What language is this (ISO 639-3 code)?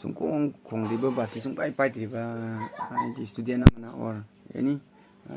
mni